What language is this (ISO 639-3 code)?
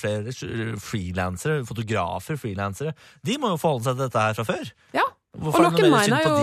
nor